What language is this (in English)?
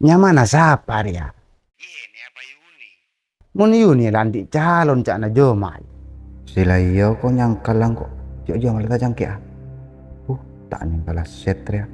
Madurese